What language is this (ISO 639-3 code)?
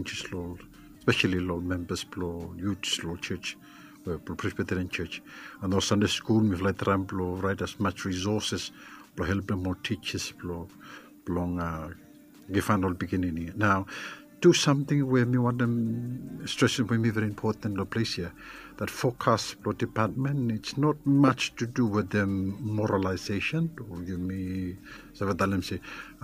bis